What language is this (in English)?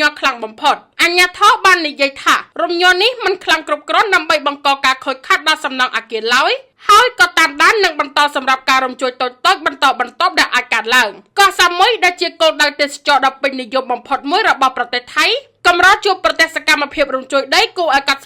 Khmer